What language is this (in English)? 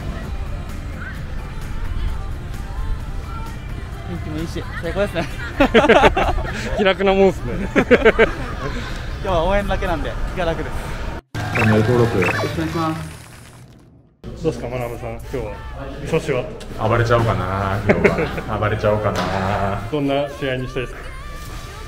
Japanese